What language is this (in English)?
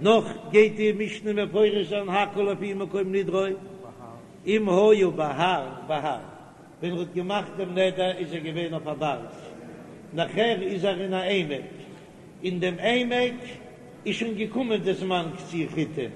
Yiddish